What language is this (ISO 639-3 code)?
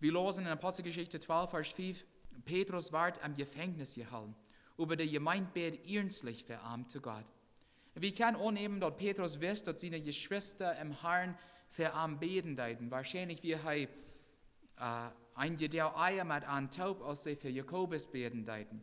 pdt